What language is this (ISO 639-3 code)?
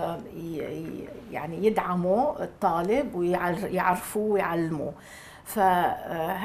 apc